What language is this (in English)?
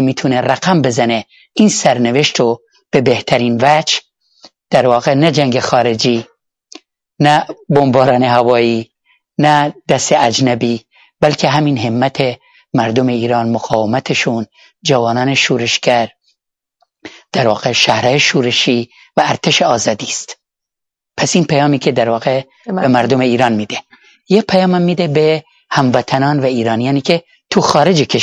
Persian